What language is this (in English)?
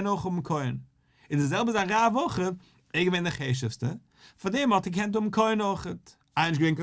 Yiddish